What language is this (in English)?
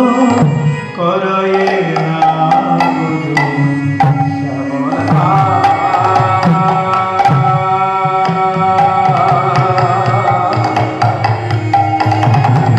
Bangla